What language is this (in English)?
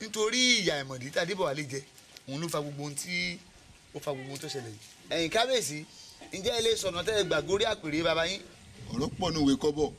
Yoruba